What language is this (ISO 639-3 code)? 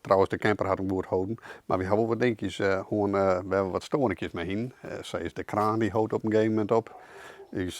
fry